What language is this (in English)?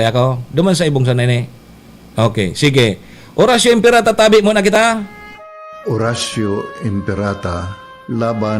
Bikol